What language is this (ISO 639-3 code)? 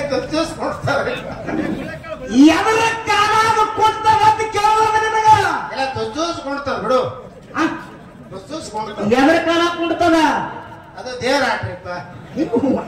kan